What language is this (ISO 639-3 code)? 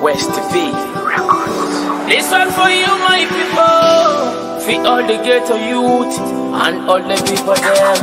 nyo